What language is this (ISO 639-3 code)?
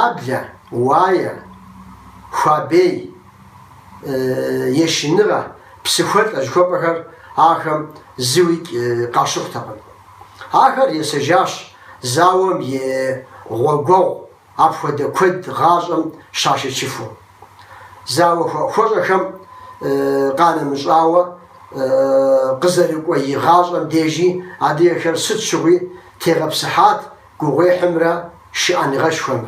kbd